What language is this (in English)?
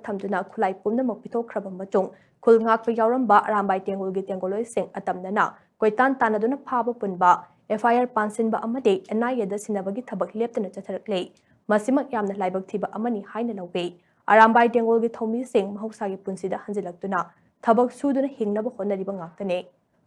Manipuri